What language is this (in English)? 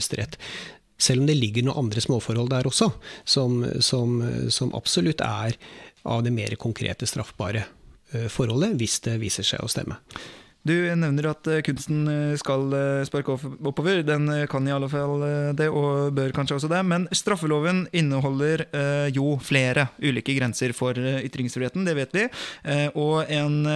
Norwegian